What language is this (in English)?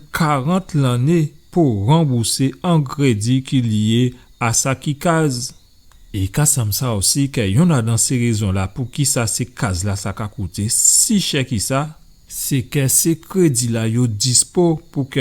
Guadeloupean Creole French